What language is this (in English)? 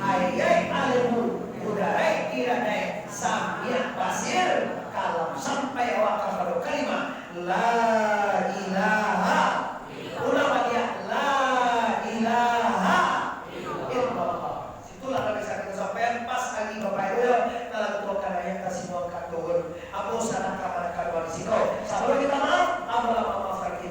Minangkabau